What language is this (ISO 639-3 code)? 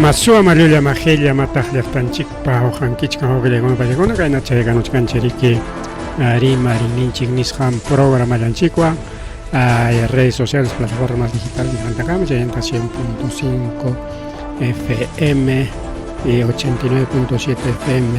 quy